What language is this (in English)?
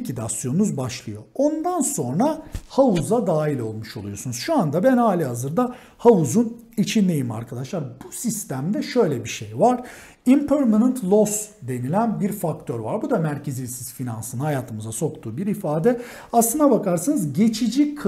Turkish